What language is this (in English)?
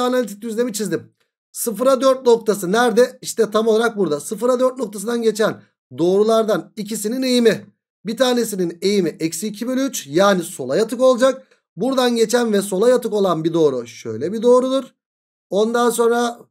Turkish